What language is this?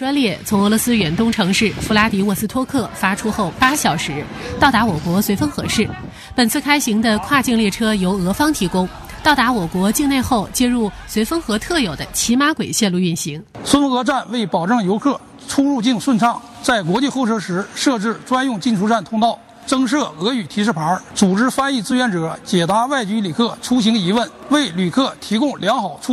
Chinese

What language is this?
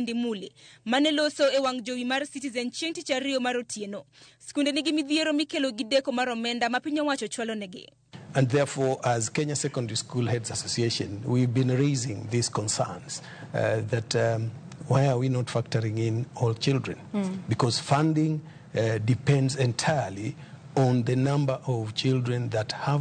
Luo (Kenya and Tanzania)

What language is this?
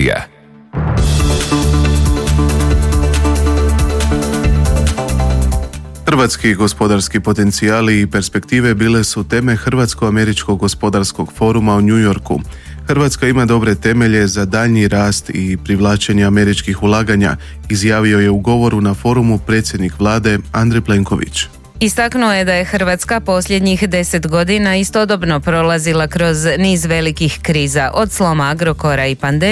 Croatian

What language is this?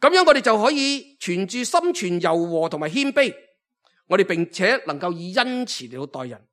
Cantonese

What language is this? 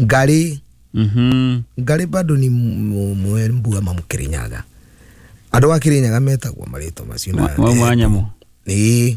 Kikuyu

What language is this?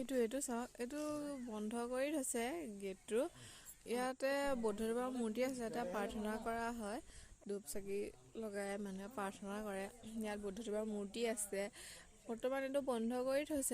Assamese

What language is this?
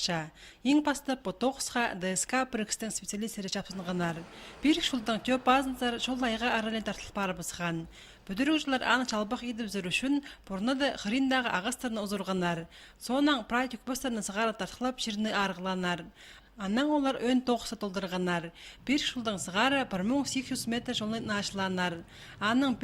Khakas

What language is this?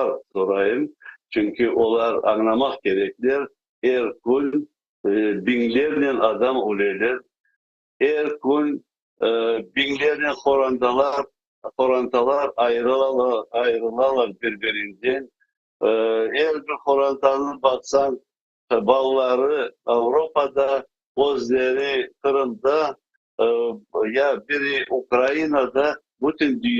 Crimean Tatar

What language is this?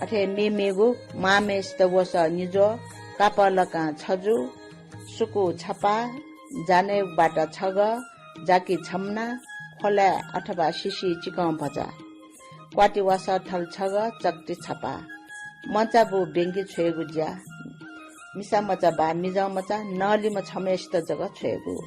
Newari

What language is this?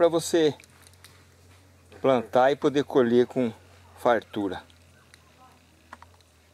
Portuguese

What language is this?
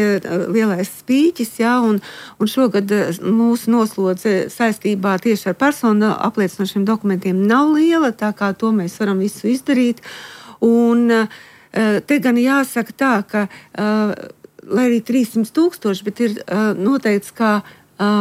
Latvian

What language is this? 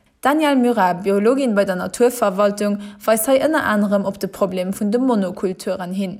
Luxembourgish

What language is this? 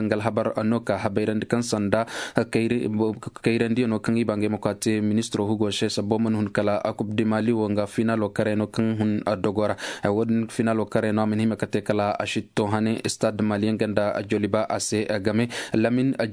Koyraboro Senni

